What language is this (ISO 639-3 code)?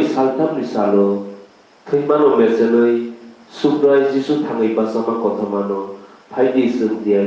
trp